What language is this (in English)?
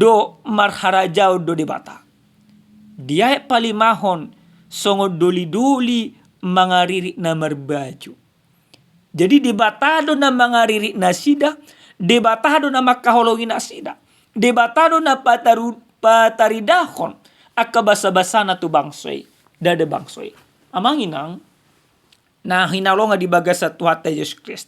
Batak Toba